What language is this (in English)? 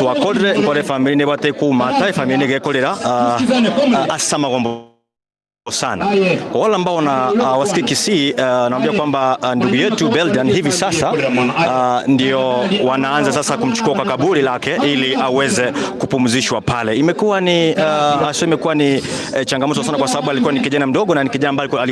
Gusii